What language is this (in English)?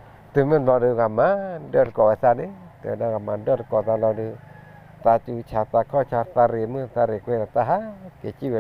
S'gaw Karen